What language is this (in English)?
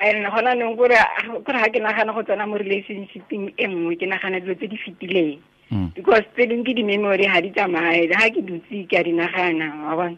Tswana